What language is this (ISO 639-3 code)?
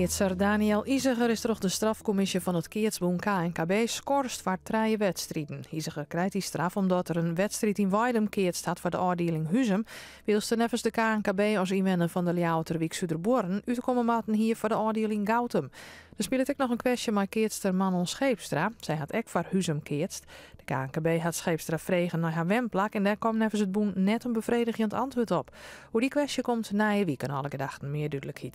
fry